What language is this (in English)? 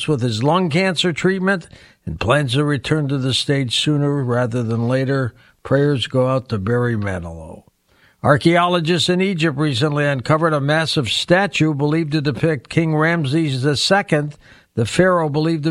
English